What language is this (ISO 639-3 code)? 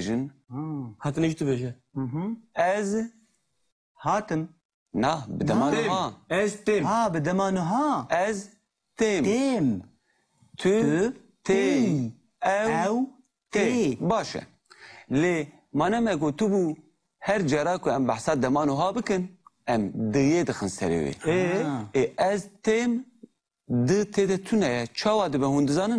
kur